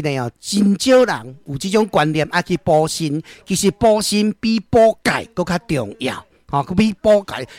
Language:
Min Nan Chinese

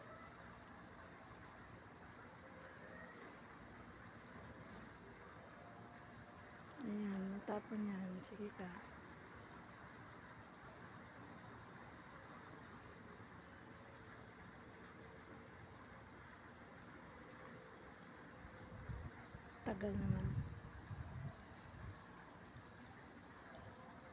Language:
Filipino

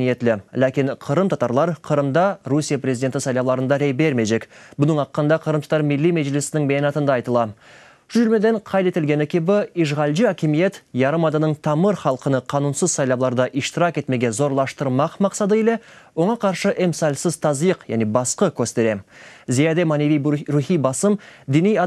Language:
Crimean Tatar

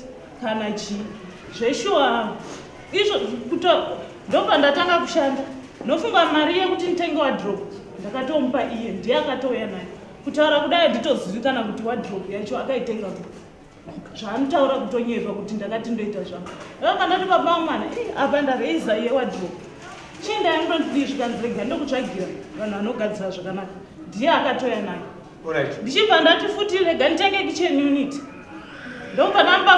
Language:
Shona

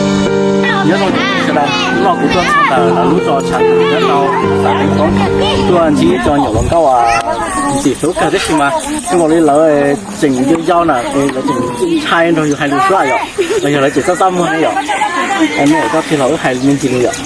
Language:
Hmong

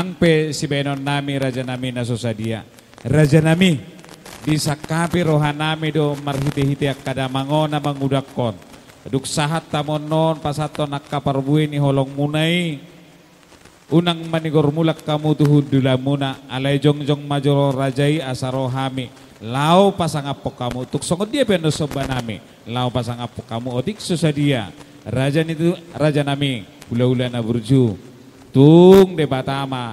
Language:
Batak Toba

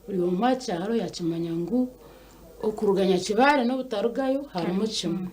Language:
Nyankole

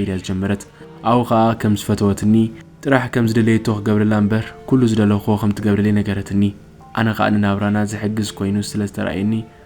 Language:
Tigrinya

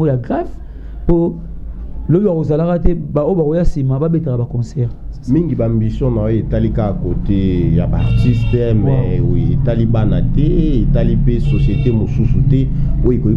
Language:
Lingala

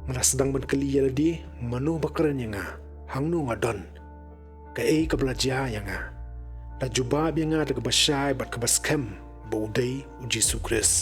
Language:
Khasi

